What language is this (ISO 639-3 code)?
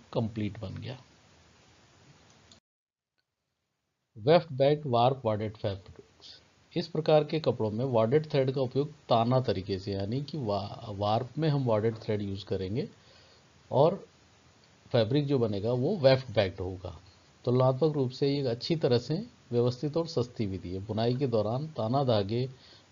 hin